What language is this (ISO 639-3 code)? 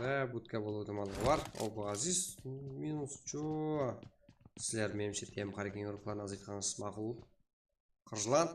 kaa